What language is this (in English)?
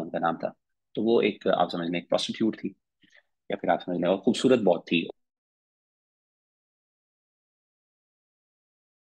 Urdu